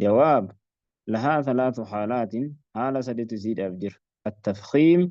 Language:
Oromo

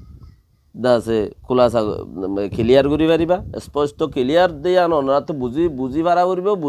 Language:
Rohingya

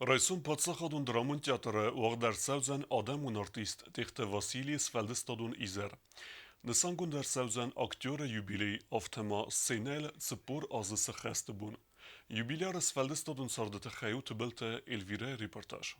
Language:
Ossetic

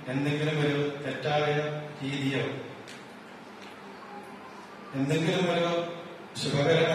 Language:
Malayalam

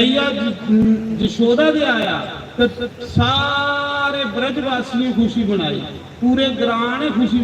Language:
Dogri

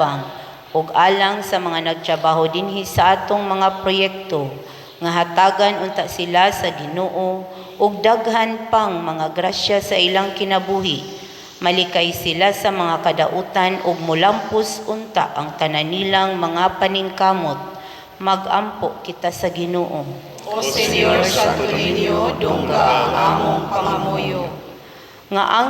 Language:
Cebuano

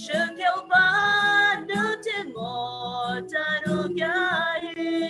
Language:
Western Kayah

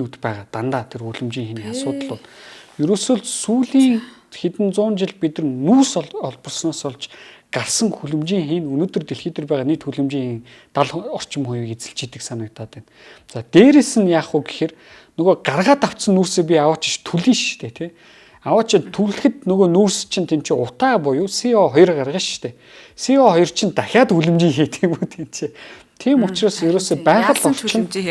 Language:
Mongolian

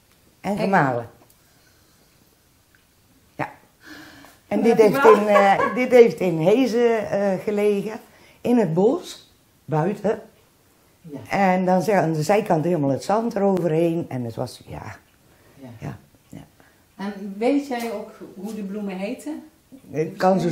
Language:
Dutch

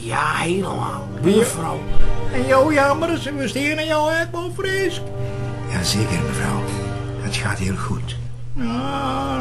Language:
Western Frisian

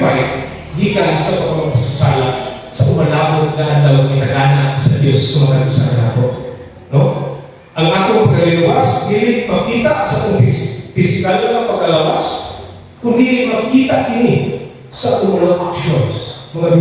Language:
Cebuano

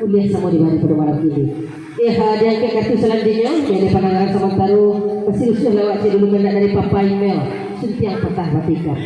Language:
Minangkabau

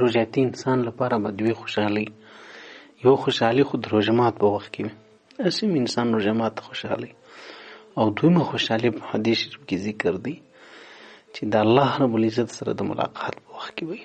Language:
Pashto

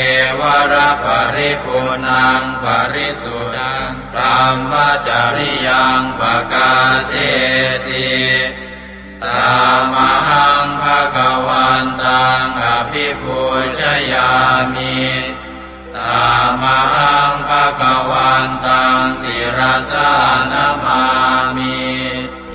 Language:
Pali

